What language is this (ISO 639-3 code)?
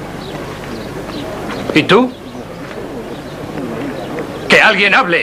spa